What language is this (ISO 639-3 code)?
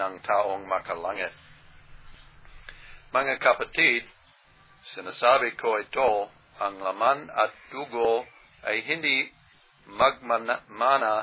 fil